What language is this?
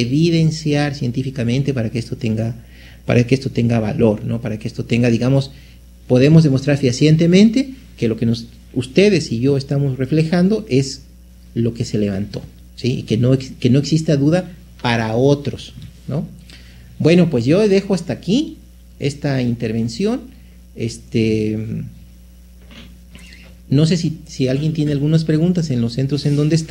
Spanish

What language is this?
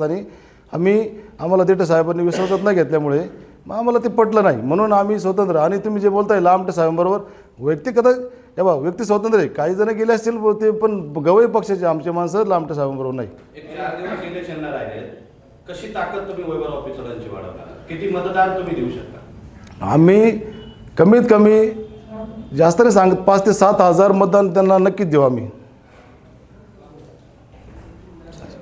Marathi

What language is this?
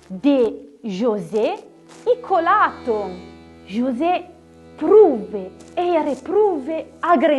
Arpitan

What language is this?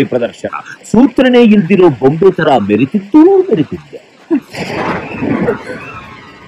Kannada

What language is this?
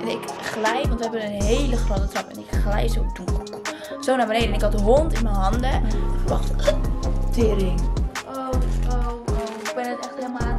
Dutch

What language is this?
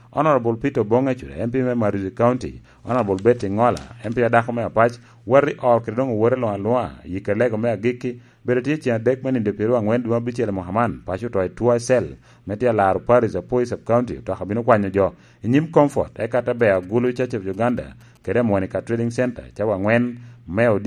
Lango (Uganda)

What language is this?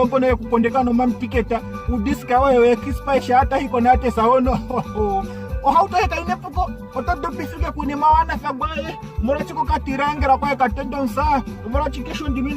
Ndonga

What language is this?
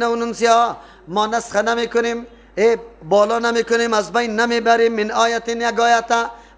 Persian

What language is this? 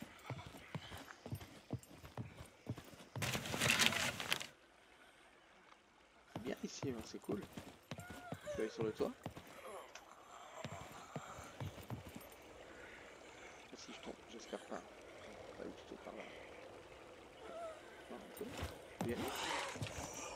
French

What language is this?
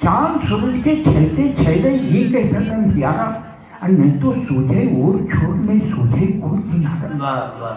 Magahi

